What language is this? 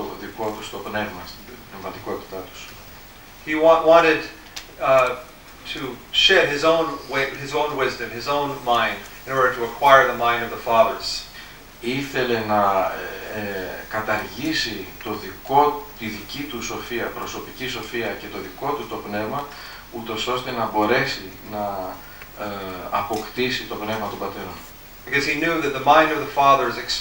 Greek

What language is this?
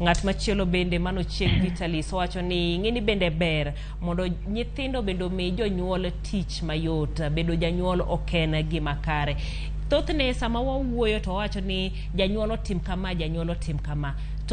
Luo (Kenya and Tanzania)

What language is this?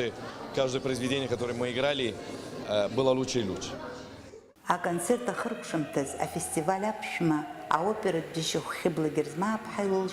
Abkhazian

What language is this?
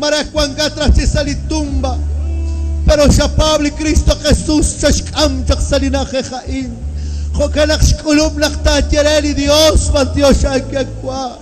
Kekchí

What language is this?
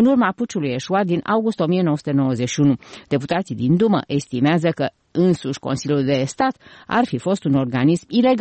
Romanian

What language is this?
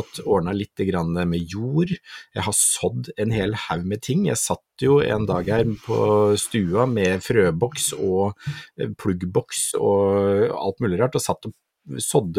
Norwegian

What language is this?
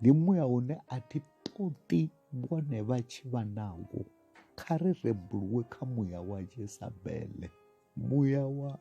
Venda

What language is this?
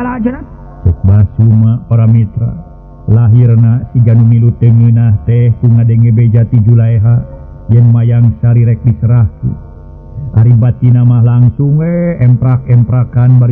Sundanese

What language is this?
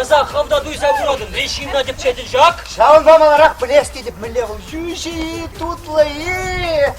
Chuvash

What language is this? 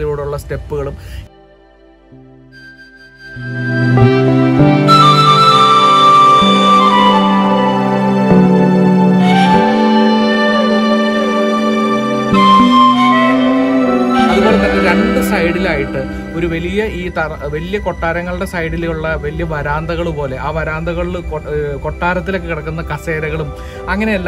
Malayalam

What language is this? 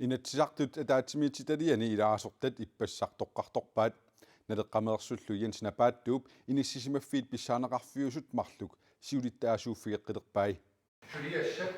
Kalaallisut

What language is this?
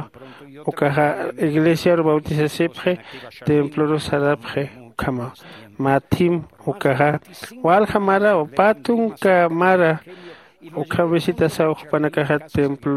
Aymara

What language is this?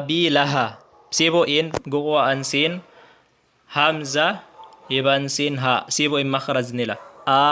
Tausug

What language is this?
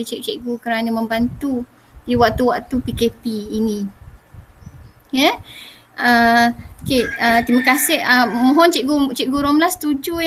Malay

